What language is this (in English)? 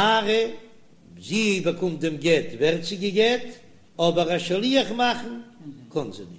Yiddish